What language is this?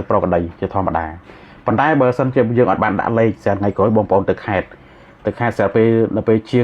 Khmer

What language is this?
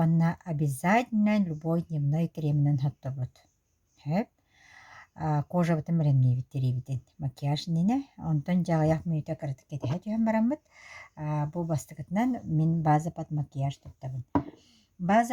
Yakut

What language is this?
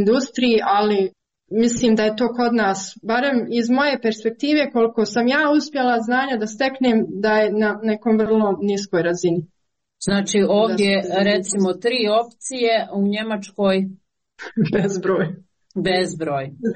Croatian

